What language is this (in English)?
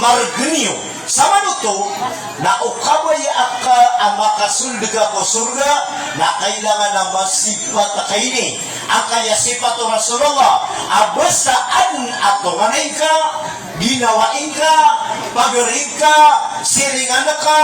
Maranao